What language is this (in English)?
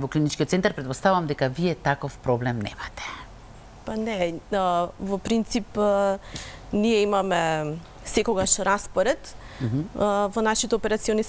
Macedonian